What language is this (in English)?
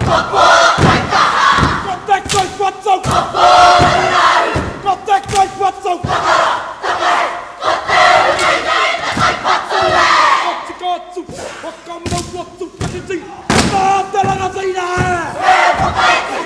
Māori